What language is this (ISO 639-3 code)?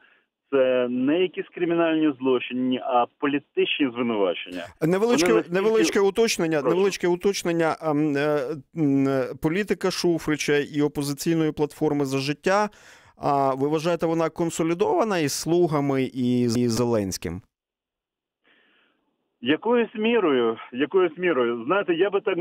ukr